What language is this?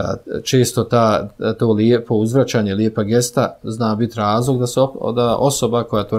Bosnian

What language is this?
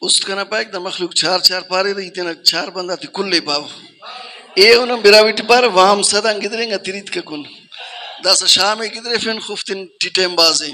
Brahui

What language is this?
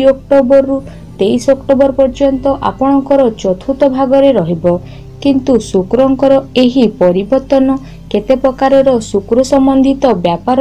Odia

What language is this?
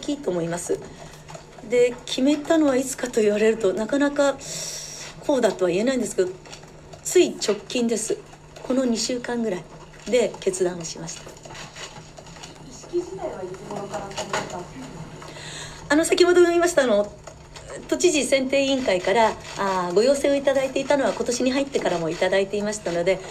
Japanese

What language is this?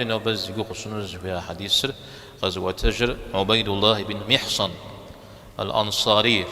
Kabardian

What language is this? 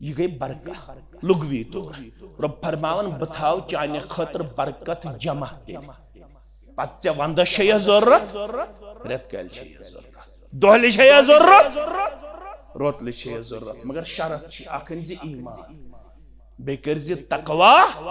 Kashmiri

